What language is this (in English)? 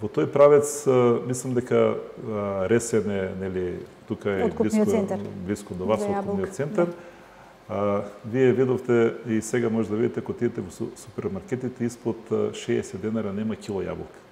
Macedonian